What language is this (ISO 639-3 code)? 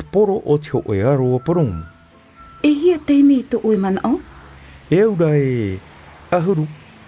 tah